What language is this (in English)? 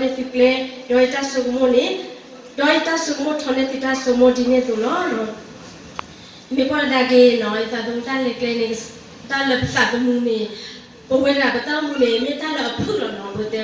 S'gaw Karen